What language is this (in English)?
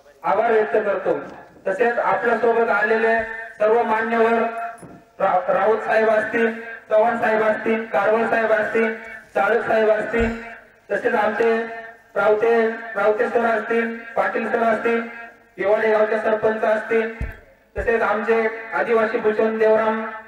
Marathi